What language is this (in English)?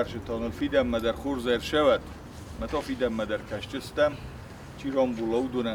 Ossetic